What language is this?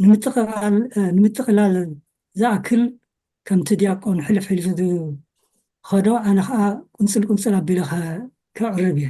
Tigrinya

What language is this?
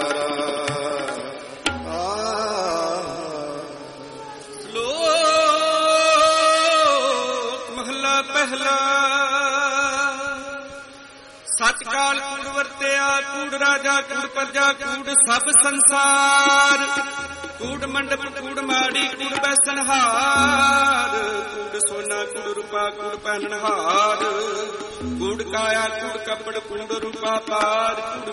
Punjabi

